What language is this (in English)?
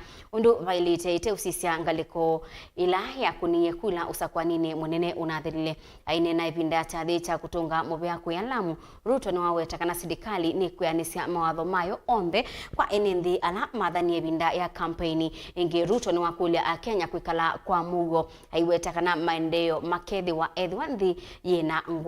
Kamba